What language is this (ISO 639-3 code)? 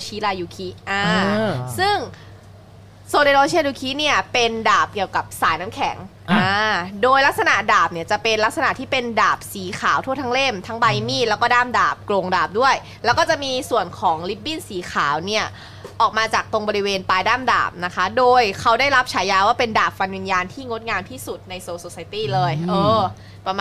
tha